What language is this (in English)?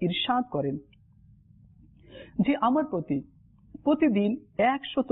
Bangla